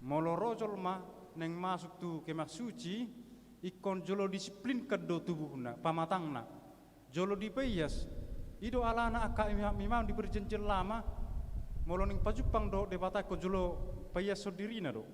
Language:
Batak Toba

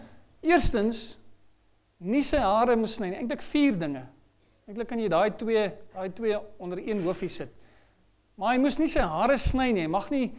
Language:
Afrikaans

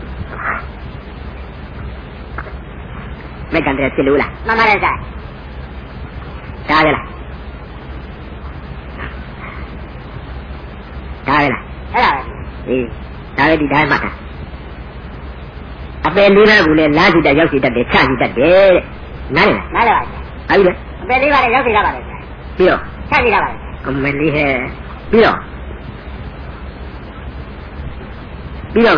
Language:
Burmese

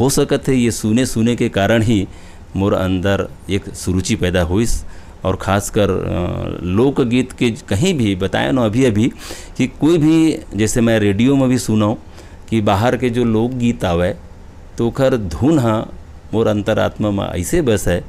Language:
Chhattisgarhi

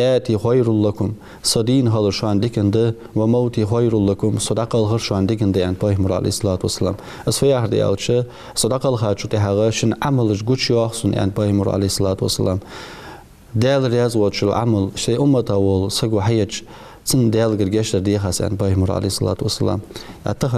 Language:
Ingush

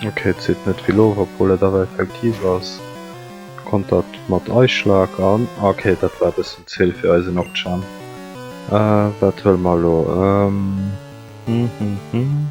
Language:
Luxembourgish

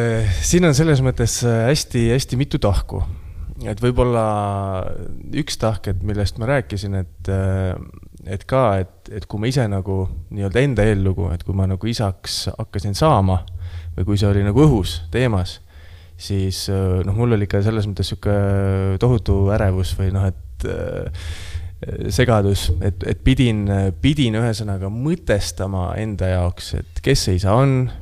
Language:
Estonian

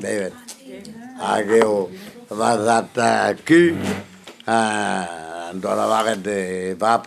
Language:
Breton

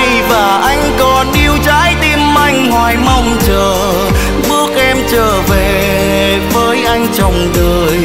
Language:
Vietnamese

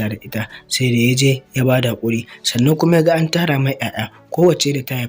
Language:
Hausa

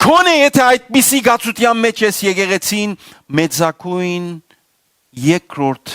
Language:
Western Armenian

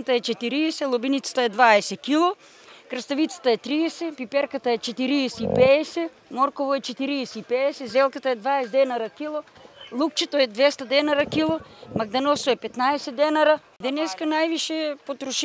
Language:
Macedonian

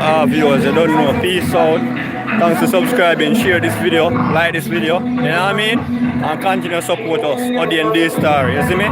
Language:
Jamaican Creole English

